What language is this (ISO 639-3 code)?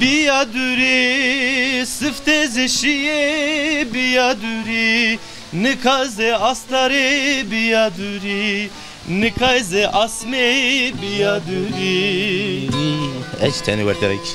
zza